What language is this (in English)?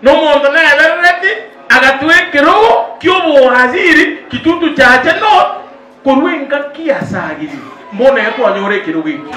Gusii